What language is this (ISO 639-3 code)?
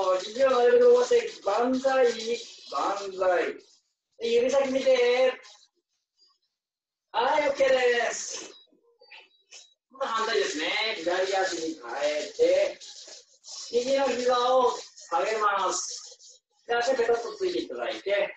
jpn